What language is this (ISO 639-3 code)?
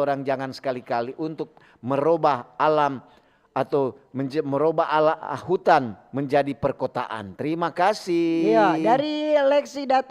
xmm